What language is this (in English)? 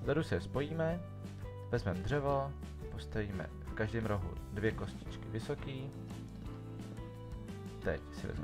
Czech